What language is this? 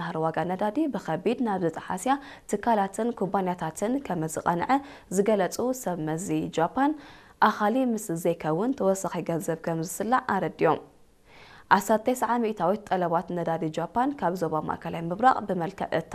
Tigrinya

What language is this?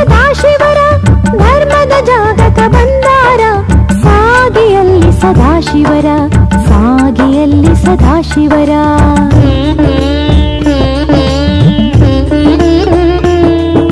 Kannada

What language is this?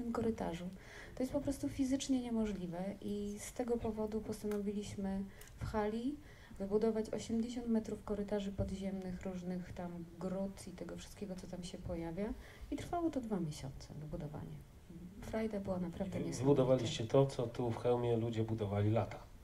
Polish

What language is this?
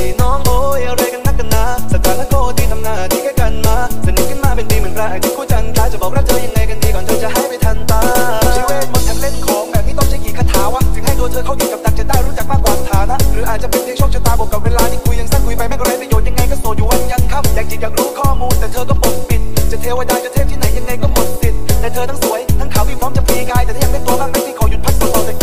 Thai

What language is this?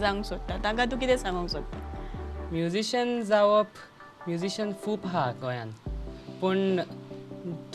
Konkani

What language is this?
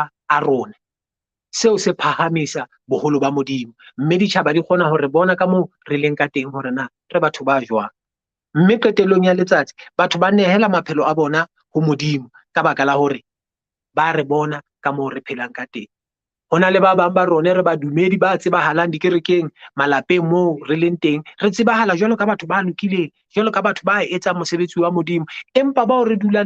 Southern Sotho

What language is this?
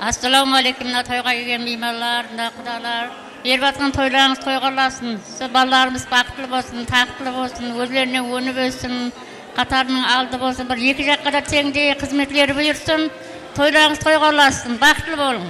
Kara-Kalpak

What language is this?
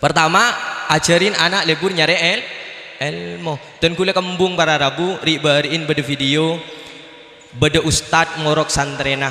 Madurese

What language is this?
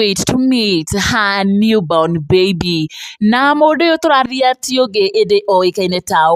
Kikuyu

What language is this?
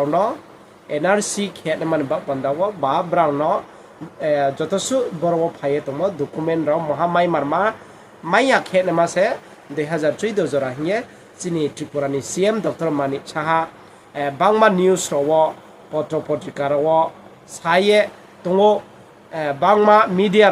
Riang (India)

